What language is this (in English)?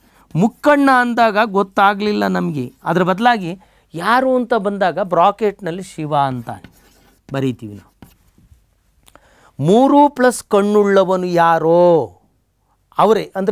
Kannada